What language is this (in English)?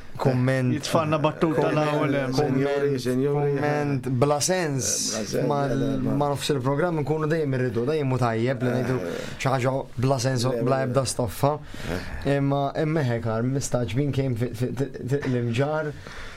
Maltese